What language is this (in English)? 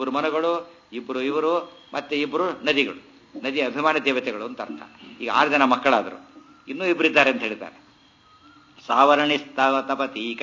Kannada